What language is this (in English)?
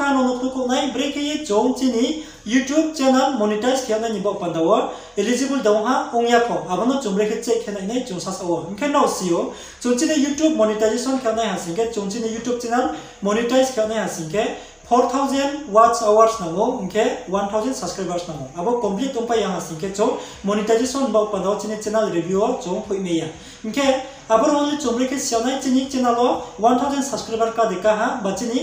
Riang (India)